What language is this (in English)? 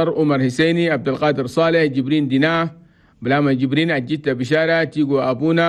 Chadian Arabic